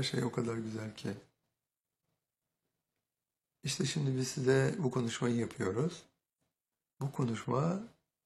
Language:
Turkish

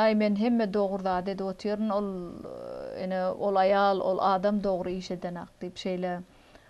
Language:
Turkmen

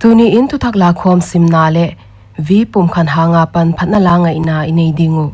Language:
Paite Chin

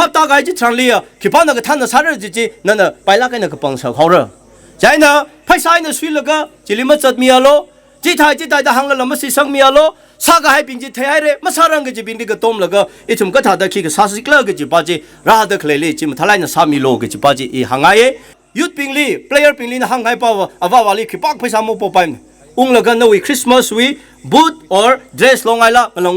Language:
Tangkhul Naga (India)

